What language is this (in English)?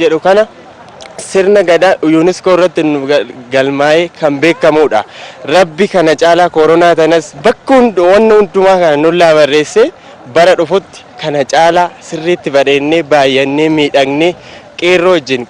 Oromo